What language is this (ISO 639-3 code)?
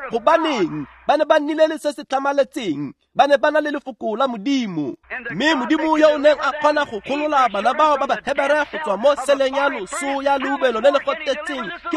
tsn